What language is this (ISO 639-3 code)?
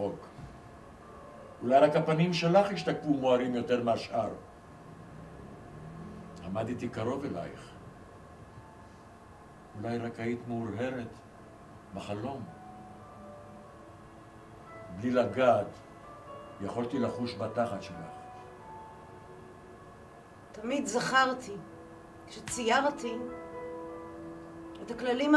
heb